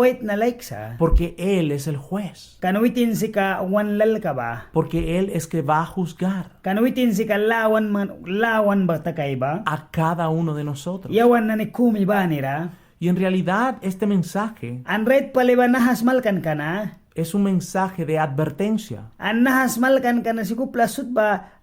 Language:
Mískito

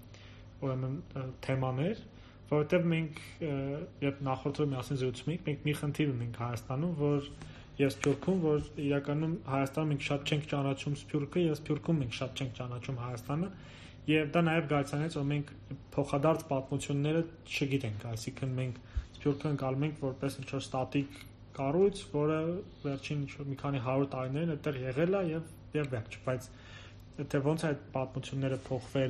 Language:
Armenian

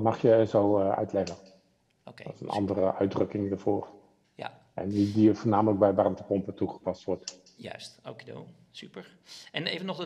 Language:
Dutch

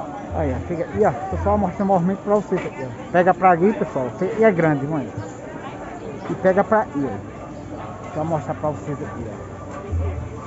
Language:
Portuguese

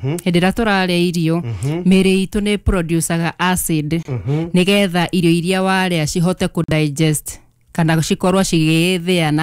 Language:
Kikuyu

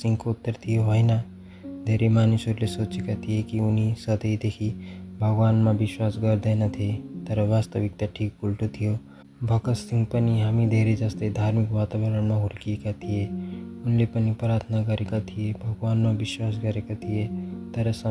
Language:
Nepali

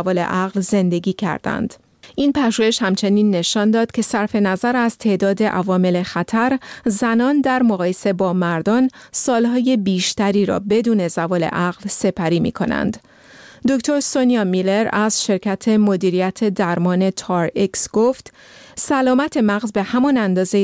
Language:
Persian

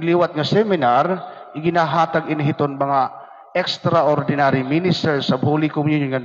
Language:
Waray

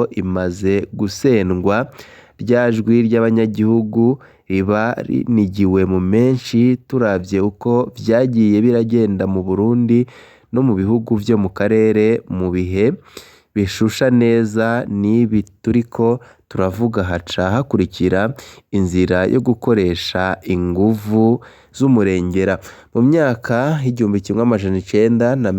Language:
Rundi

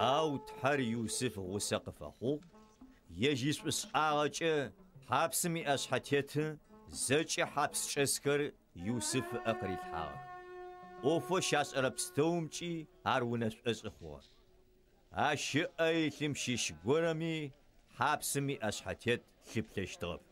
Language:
Adyghe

